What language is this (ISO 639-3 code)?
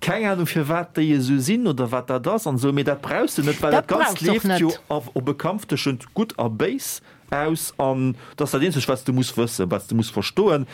ltz